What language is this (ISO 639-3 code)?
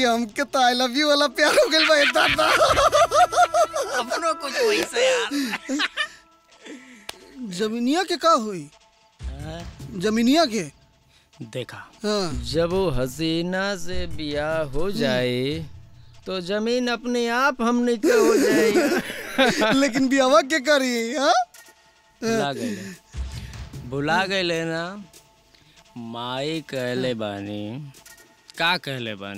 bho